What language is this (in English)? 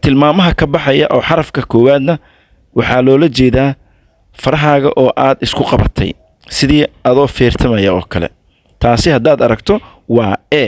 Somali